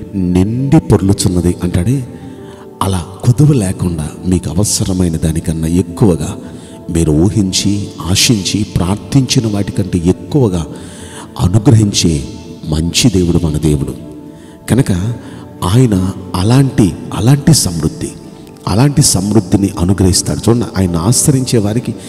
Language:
Telugu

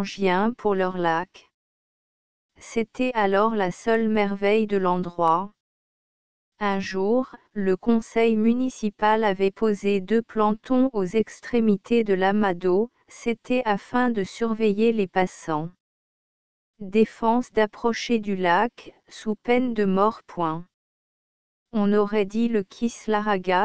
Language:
French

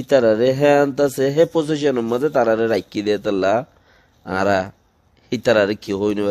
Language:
Rohingya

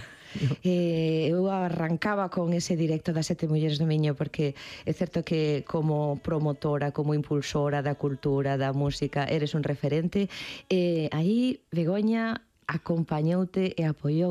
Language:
Galician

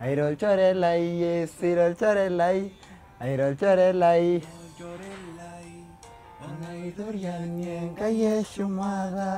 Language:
Masai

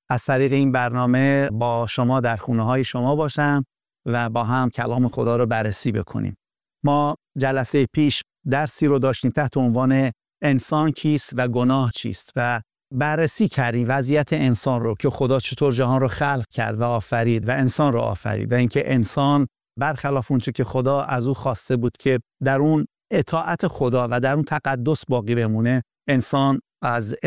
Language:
Persian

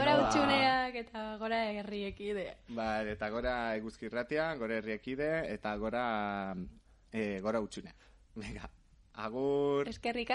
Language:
Basque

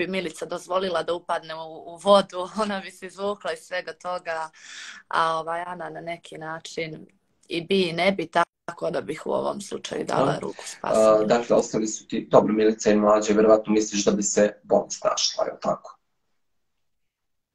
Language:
Serbian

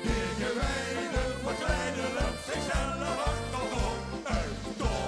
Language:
Limburgish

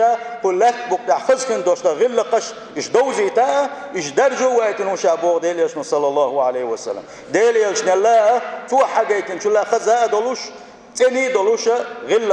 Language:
Chechen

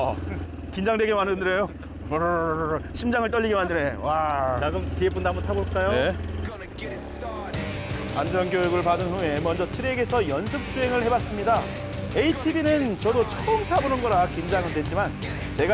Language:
Korean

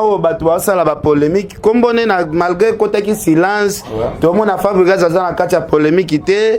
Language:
Lingala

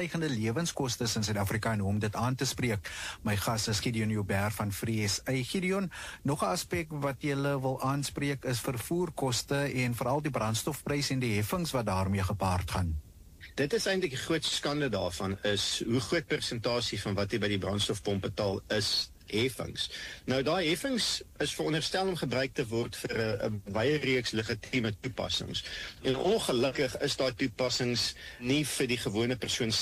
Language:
Afrikaans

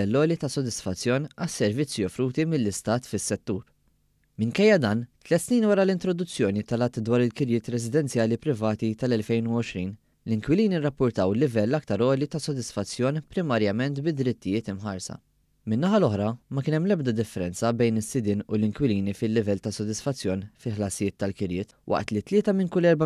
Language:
Maltese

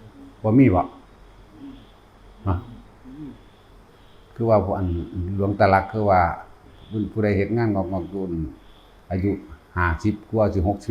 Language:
Northeastern Thai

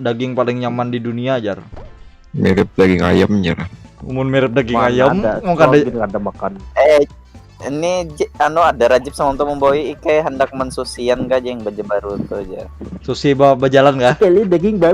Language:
Banjar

